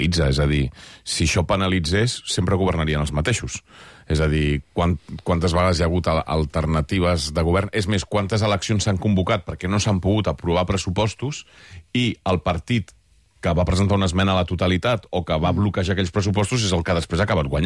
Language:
Catalan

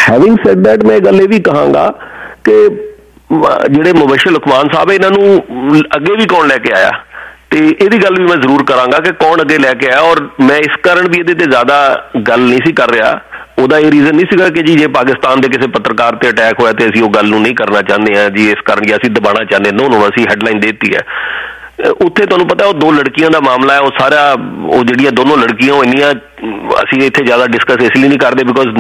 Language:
Punjabi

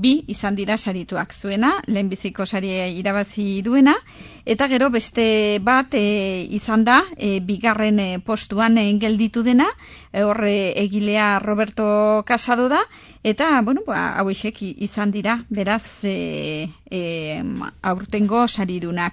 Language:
Basque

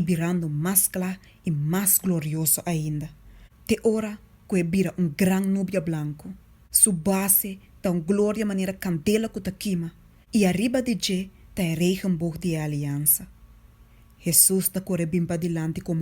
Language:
Papiamento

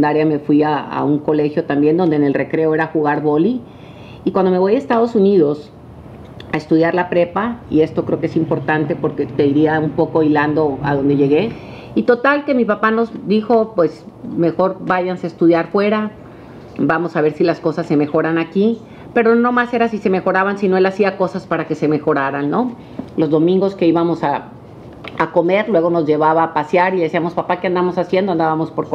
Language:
Spanish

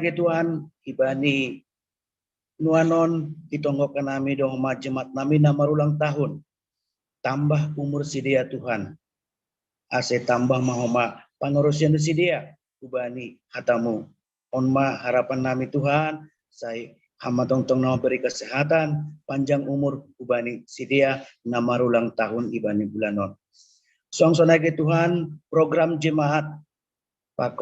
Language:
Batak Simalungun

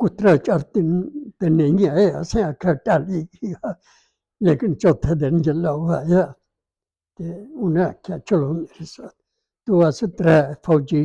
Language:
Dogri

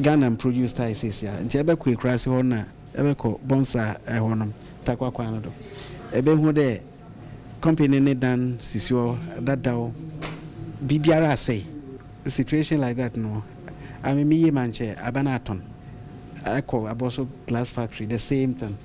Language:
Akan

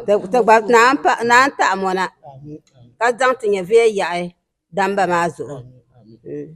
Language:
Dagbani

